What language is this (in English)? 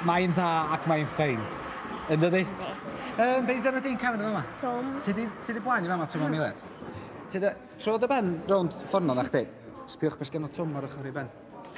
Welsh